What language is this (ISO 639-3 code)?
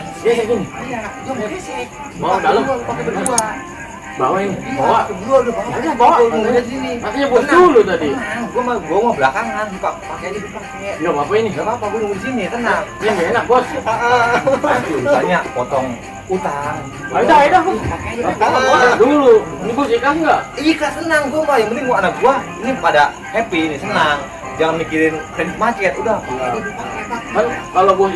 bew